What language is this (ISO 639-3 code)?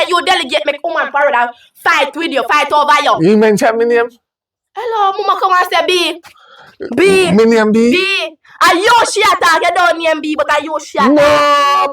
jam